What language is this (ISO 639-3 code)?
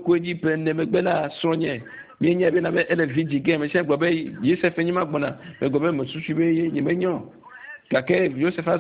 ewe